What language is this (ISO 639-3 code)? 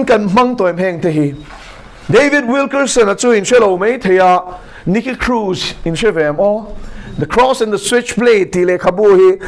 lus